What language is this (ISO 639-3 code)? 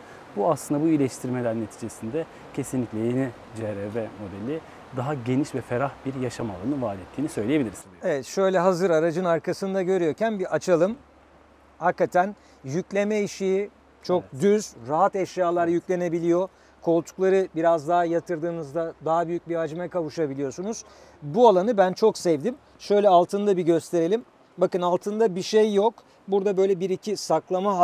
tur